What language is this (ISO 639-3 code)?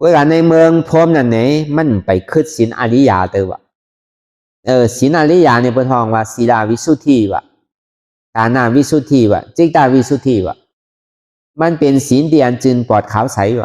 shn